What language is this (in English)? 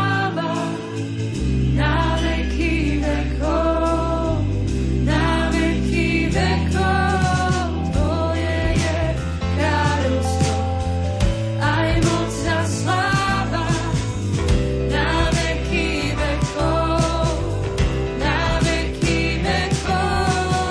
Slovak